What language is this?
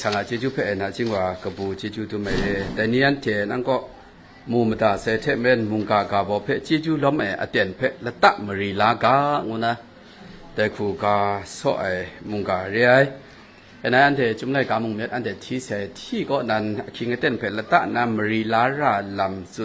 Kachin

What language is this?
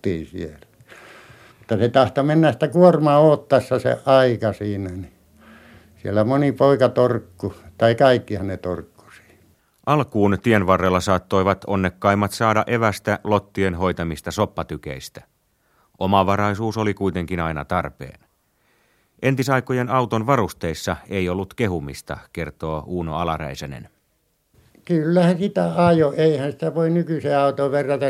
Finnish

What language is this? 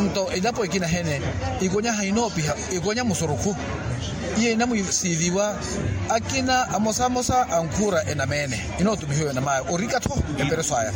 Makhuwa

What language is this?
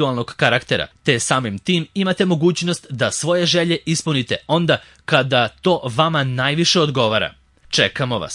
Serbian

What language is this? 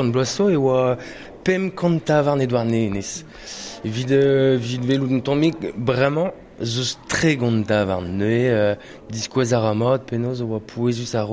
Breton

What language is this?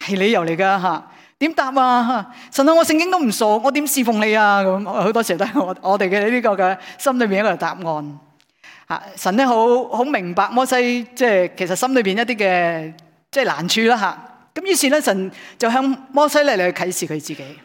Cantonese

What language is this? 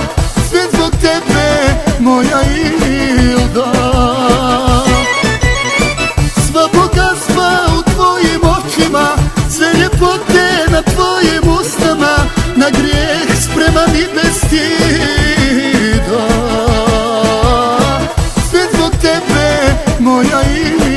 Croatian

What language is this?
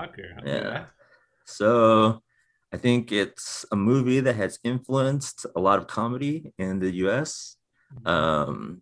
English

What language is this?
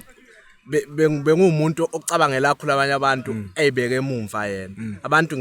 Zulu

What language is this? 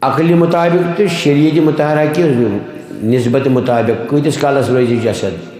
Kashmiri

